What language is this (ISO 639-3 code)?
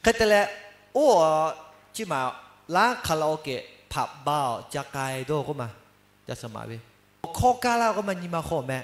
lhu